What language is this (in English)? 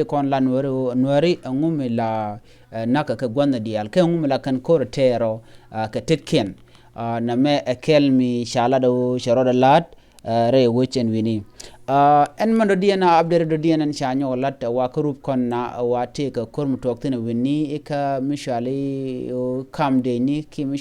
Nuer